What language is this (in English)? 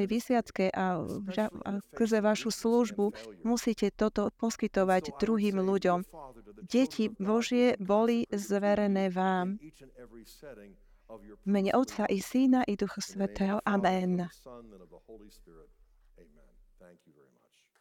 Slovak